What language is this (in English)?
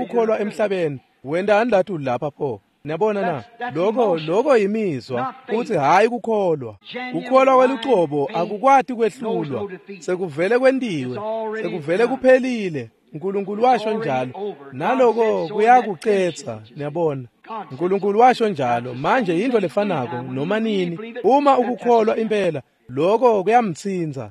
Swati